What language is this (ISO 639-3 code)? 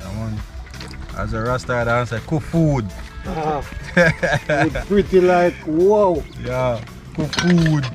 jam